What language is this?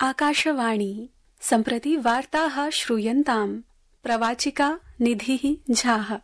Sanskrit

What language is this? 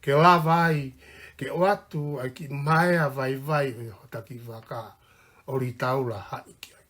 Tongan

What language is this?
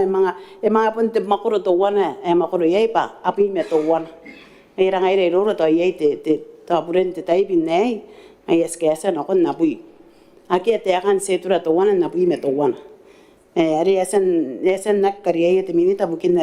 Gilbertese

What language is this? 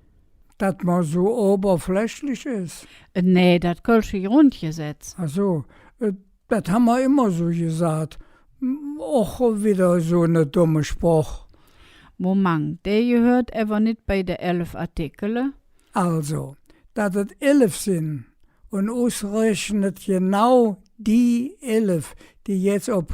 Colognian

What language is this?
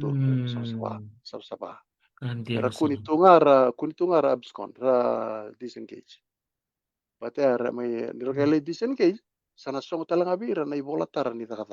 Fijian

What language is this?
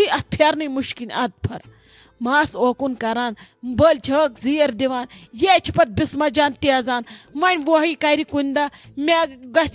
Kashmiri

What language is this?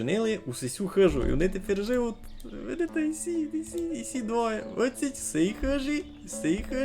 Rusyn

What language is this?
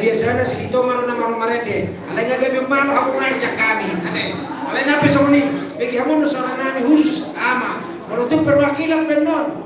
Batak Toba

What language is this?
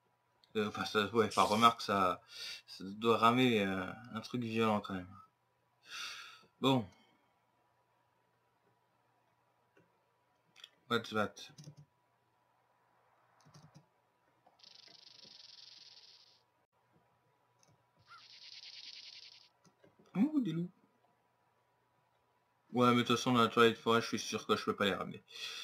French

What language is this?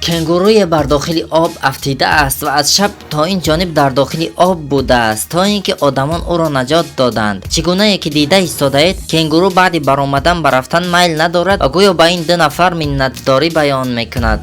Tajik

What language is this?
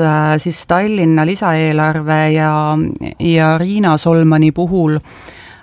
Estonian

